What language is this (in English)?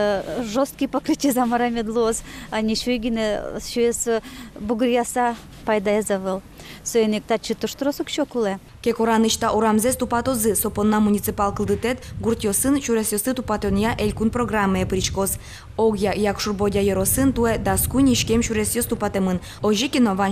Udmurt